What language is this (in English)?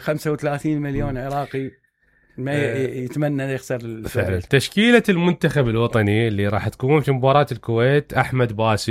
Mesopotamian Arabic